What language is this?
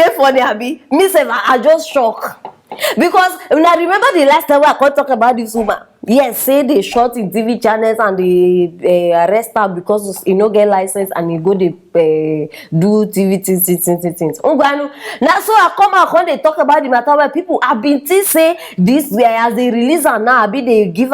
Nigerian Pidgin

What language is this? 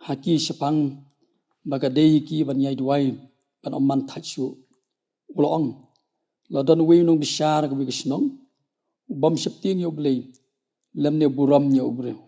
Khasi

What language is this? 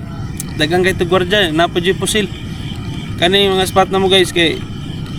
Cebuano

